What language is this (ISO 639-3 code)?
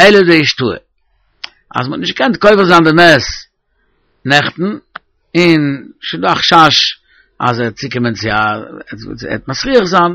yid